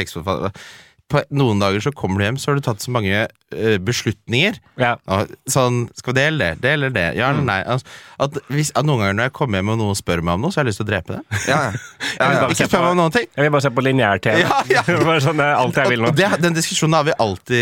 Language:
Norwegian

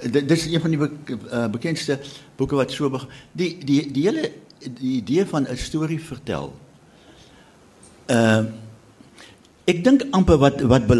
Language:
Afrikaans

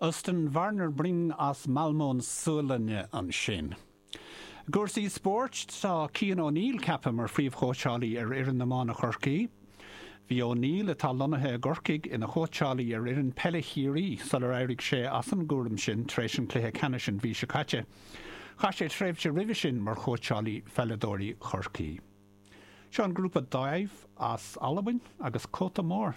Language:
Irish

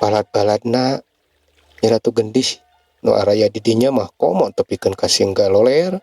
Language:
Sundanese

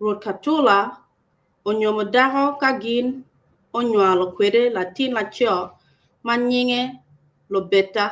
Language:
Acoli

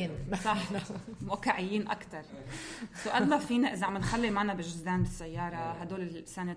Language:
North Levantine Arabic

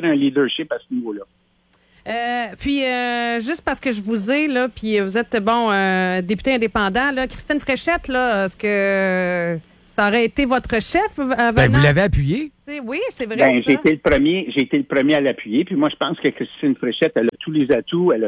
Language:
French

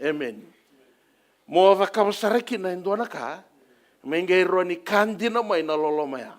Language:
Fijian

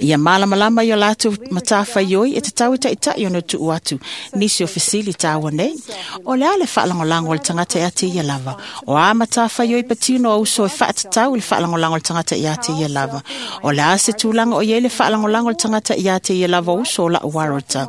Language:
Samoan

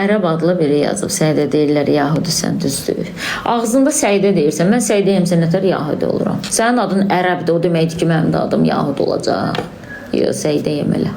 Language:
Azerbaijani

